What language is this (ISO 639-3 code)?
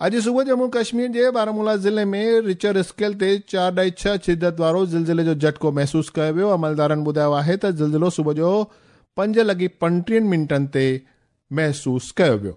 snd